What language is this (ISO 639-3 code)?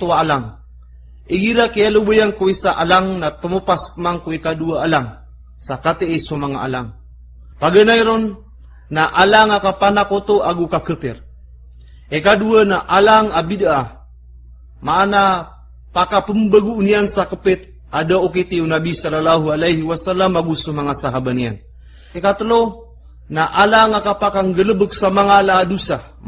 mrw